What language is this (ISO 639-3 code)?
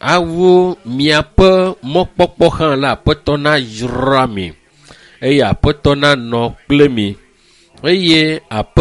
ewe